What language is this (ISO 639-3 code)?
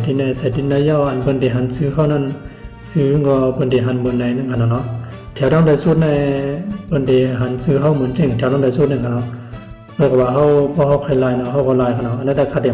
shn